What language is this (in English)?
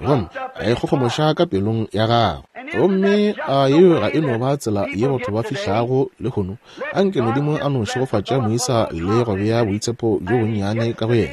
Northern Sotho